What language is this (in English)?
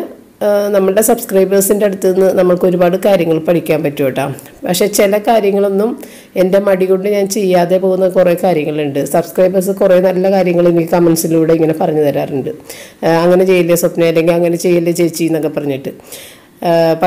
Malayalam